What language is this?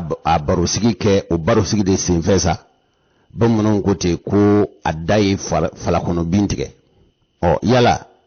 Bambara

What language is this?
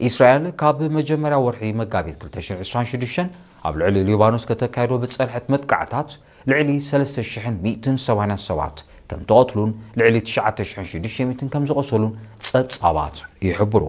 Tigrinya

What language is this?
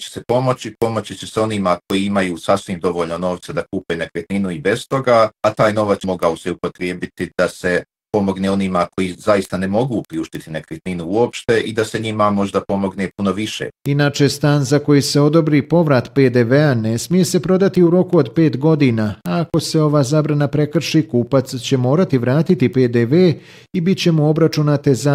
Bosnian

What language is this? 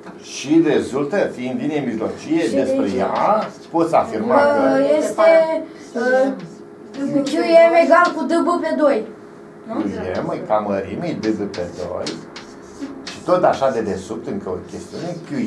Romanian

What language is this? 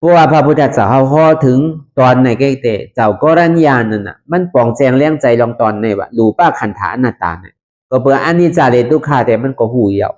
Shan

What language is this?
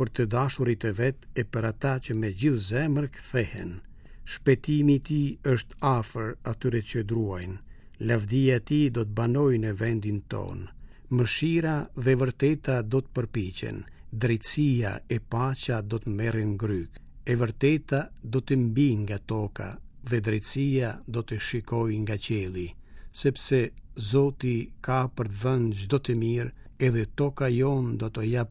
Albanian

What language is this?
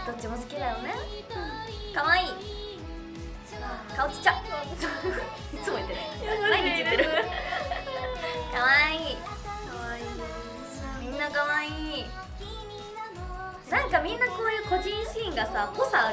Japanese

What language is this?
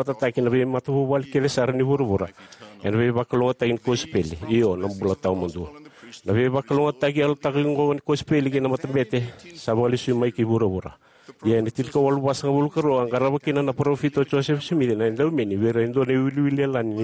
Fijian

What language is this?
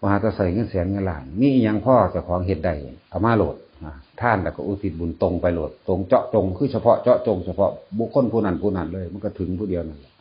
Northeastern Thai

